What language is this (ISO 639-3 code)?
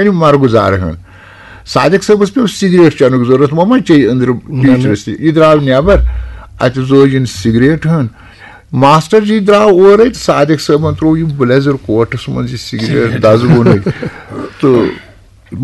kas